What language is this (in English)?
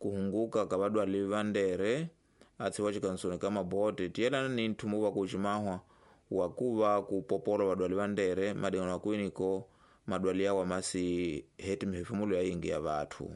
Tsonga